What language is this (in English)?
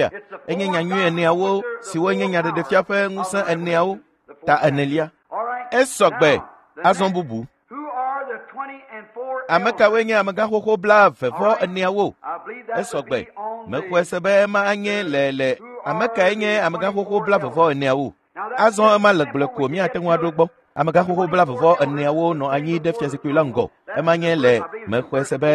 Ewe